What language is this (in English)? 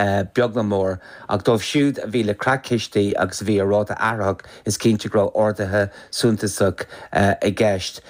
Irish